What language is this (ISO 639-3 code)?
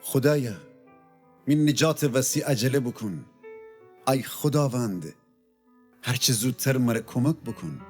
glk